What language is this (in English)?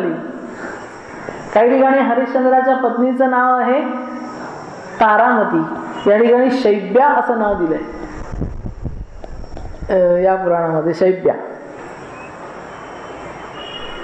Marathi